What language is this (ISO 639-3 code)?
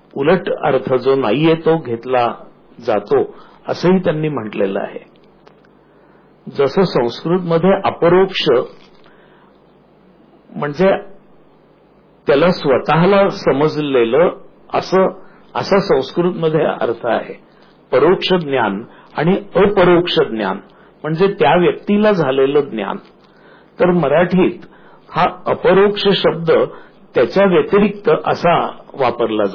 mar